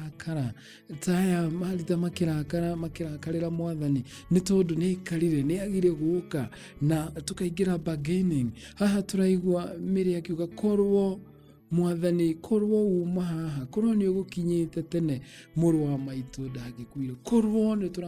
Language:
Kikuyu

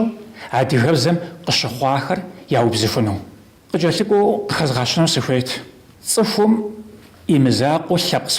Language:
Kabardian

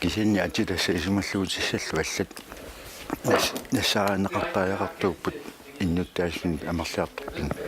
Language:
Kalaallisut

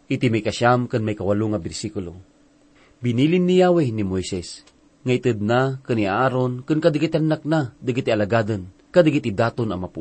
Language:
Iloko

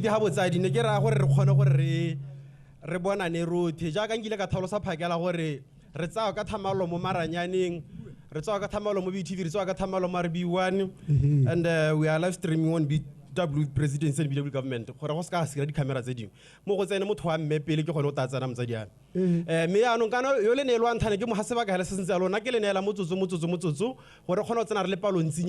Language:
Tswana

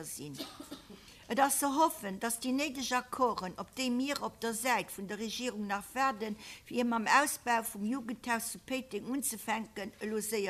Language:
Luxembourgish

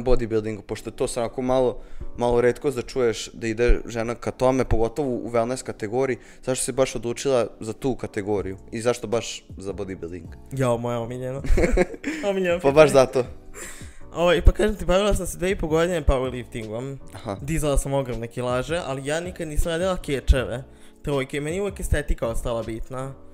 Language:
Serbian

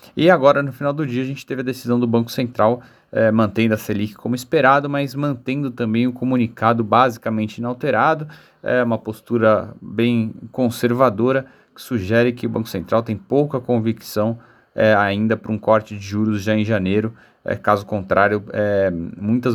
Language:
Portuguese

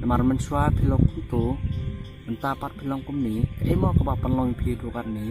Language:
Khasi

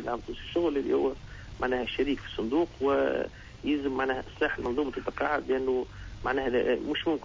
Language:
Tunisian Arabic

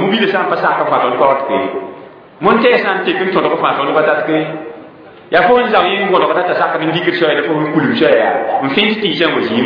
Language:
Mossi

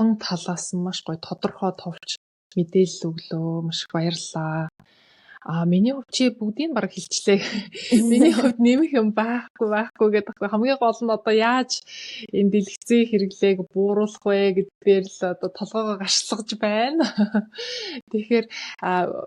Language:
Mongolian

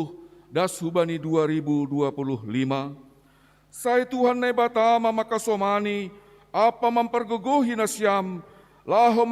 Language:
Batak Simalungun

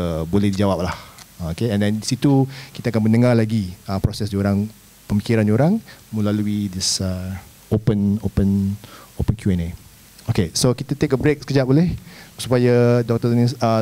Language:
Malay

